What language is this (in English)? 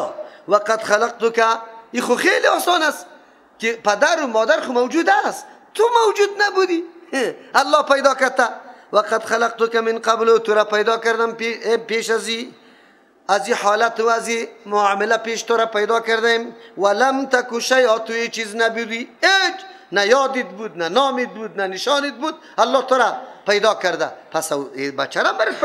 Persian